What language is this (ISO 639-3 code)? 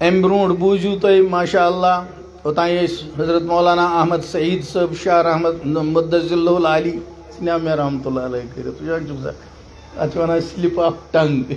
kas